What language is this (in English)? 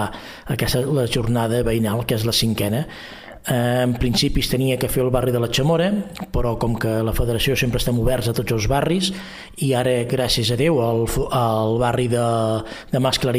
Catalan